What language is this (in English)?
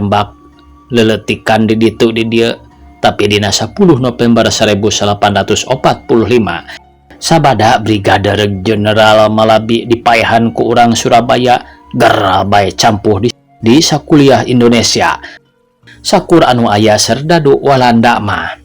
Sundanese